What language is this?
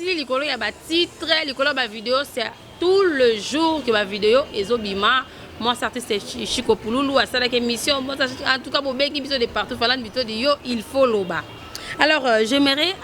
Lingala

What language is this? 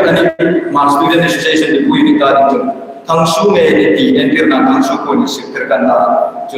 Hmar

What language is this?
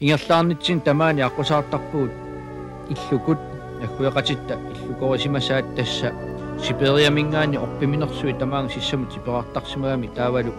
Kalaallisut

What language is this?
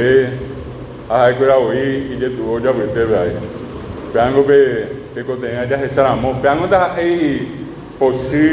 Guarani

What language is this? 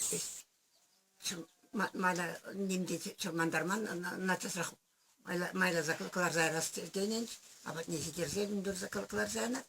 Chuvash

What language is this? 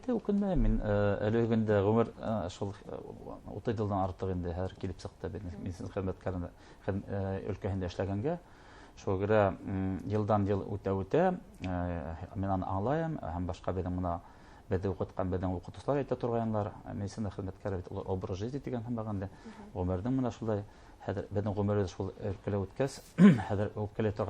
Bashkir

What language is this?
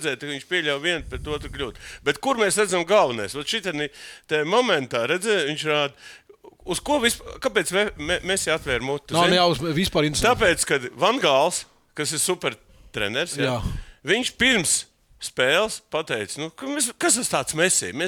Latvian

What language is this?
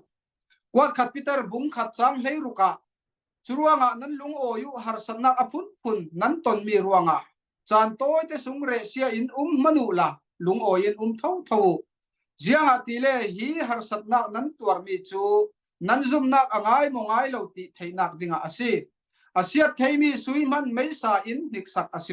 Falam Chin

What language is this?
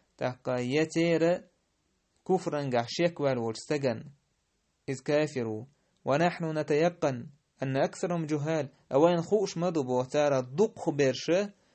Chechen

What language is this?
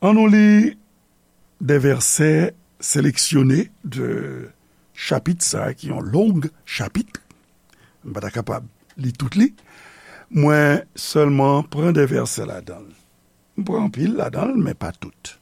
Haitian Creole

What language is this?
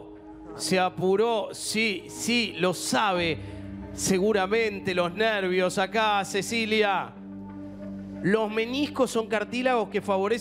Spanish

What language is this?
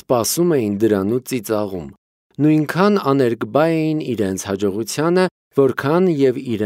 Armenian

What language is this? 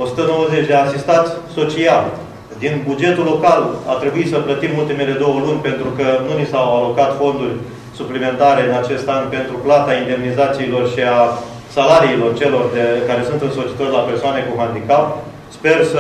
Romanian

